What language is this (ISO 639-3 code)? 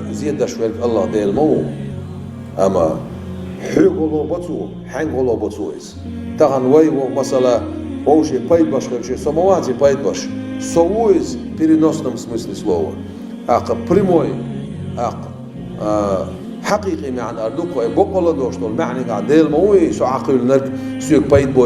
che